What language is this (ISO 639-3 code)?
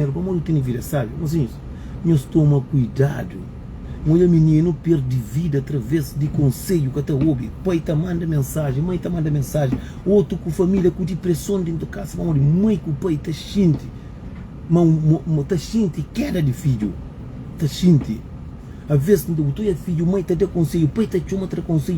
kea